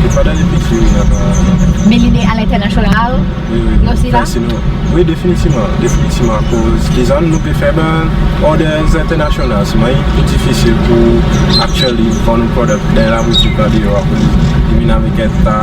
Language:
Seselwa Creole French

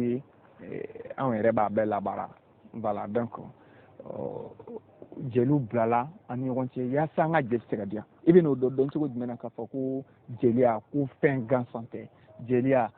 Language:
Bambara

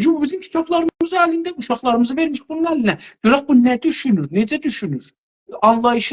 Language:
South Azerbaijani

